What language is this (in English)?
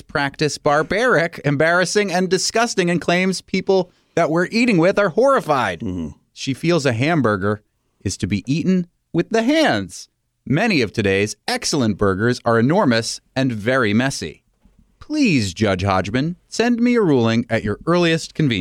English